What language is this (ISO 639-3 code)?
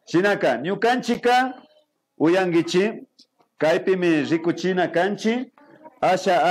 qvi